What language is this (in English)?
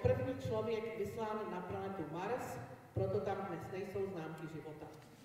Czech